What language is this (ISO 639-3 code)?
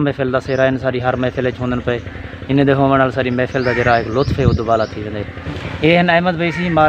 skr